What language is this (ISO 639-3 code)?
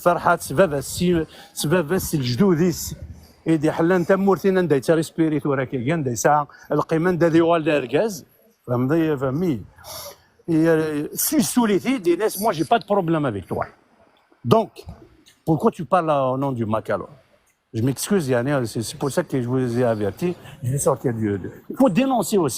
kab